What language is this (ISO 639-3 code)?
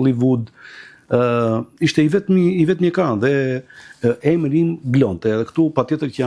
sqi